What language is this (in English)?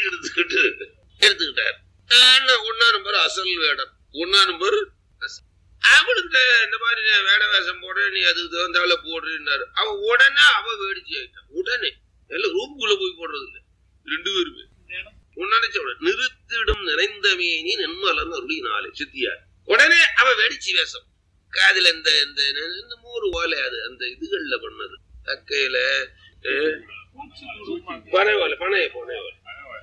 Tamil